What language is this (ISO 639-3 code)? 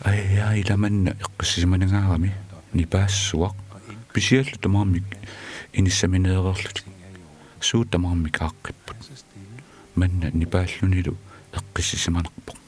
kal